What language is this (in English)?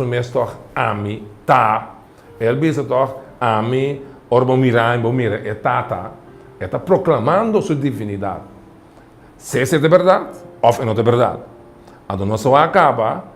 Papiamento